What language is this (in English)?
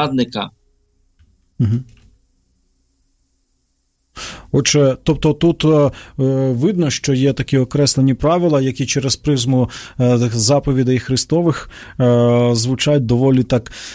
Ukrainian